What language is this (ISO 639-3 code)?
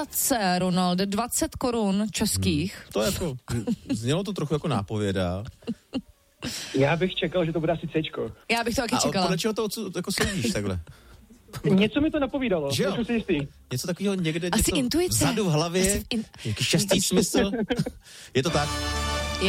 ces